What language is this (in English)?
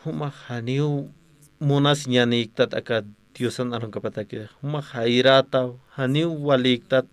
Aymara